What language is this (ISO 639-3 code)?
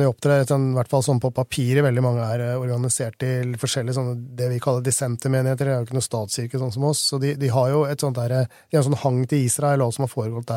nor